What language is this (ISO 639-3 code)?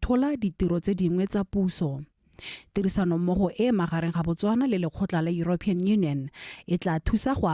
tsn